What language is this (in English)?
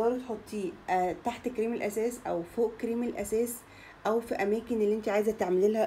Egyptian Arabic